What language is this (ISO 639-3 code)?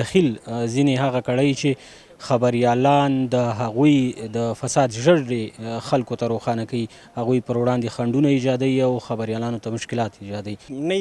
pus